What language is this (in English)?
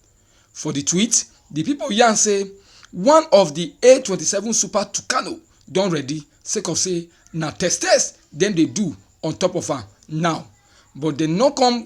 Nigerian Pidgin